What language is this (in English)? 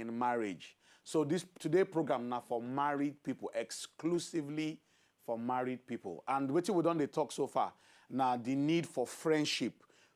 Nigerian Pidgin